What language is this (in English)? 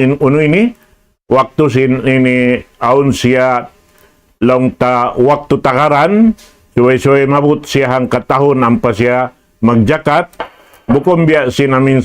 Tausug